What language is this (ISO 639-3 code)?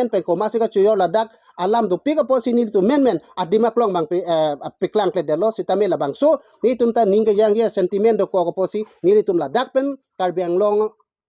mjw